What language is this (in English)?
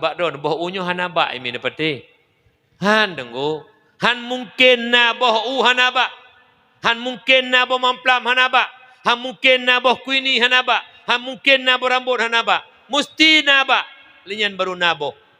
Achinese